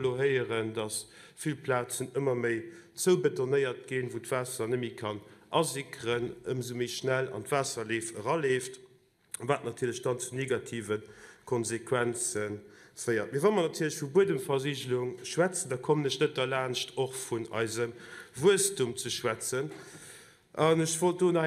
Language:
Luxembourgish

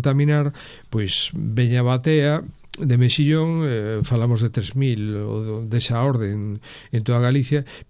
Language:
Galician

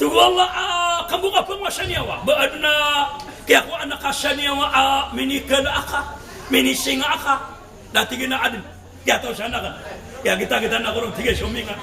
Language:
Maranao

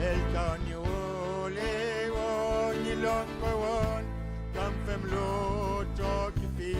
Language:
Mapuche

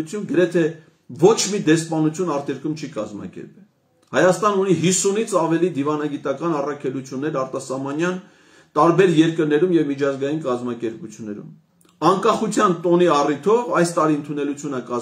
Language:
Armenian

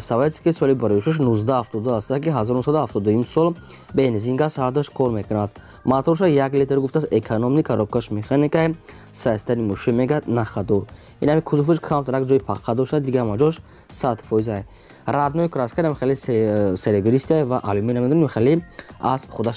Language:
Tajik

